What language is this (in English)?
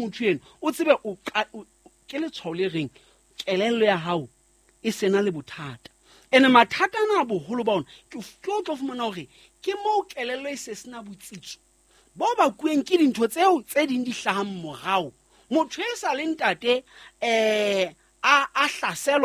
Southern Sotho